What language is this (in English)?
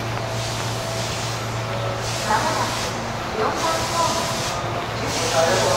Japanese